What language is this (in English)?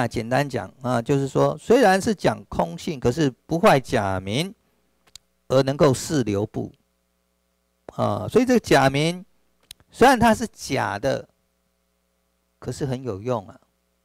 Chinese